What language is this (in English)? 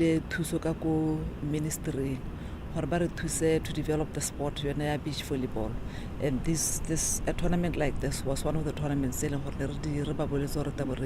Tswana